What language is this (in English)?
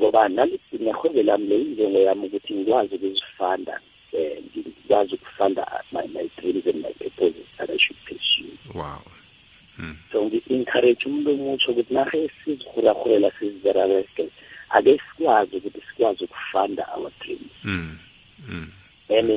South Ndebele